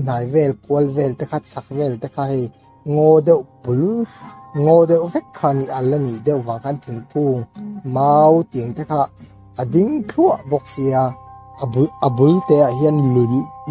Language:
Mizo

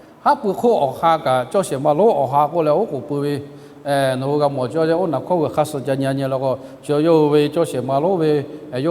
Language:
Lahu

